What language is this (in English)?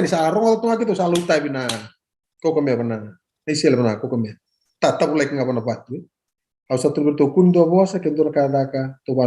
Fijian